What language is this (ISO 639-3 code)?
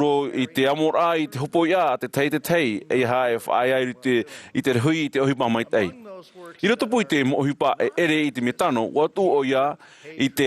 tah